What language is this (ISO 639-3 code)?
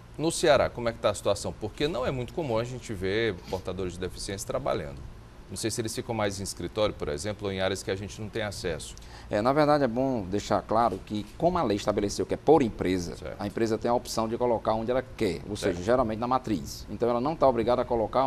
por